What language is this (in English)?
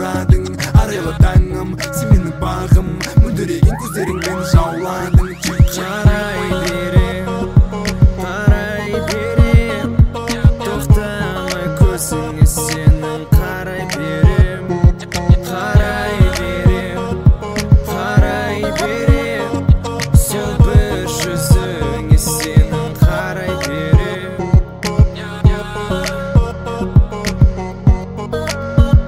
Kazakh